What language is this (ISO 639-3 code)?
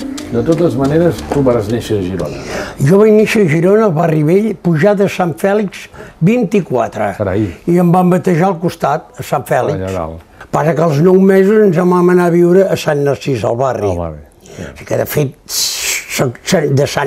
cat